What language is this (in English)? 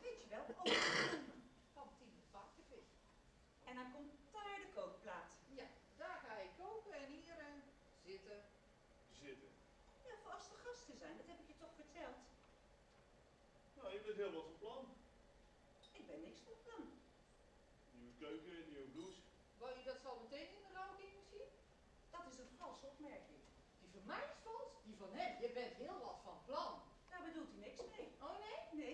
Dutch